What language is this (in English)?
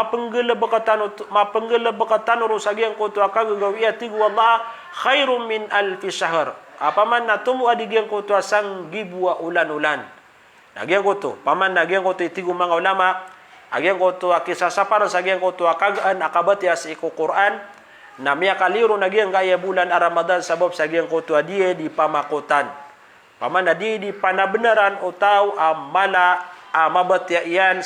Maranao